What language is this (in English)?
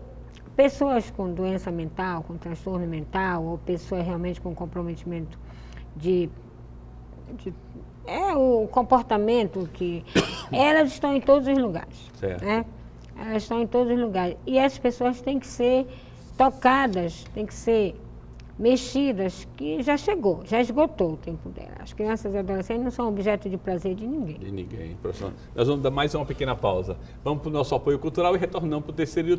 Portuguese